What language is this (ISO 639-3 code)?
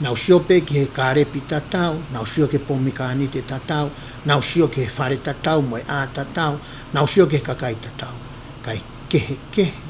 ton